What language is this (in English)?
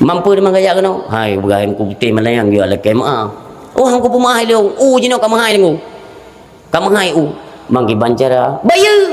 Achinese